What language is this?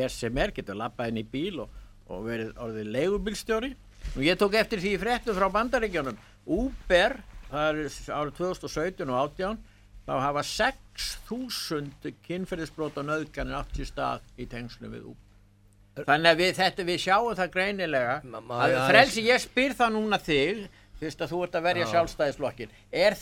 Icelandic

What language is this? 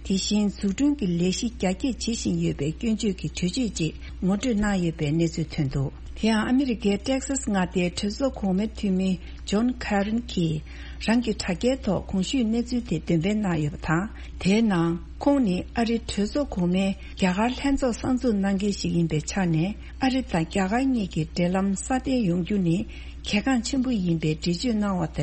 Tibetan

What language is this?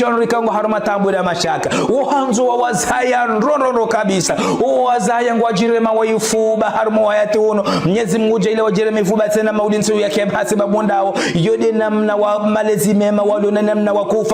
Ngazidja Comorian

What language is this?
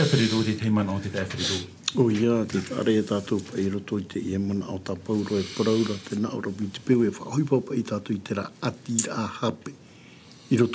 Tahitian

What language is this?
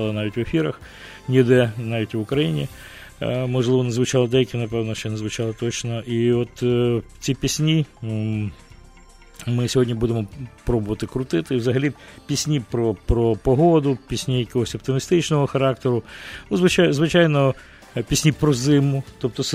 Ukrainian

